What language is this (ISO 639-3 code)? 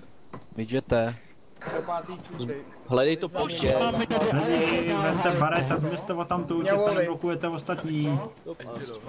ces